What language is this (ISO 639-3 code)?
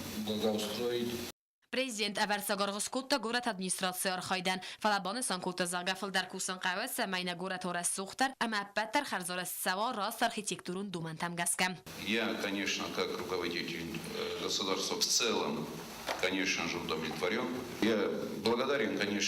oss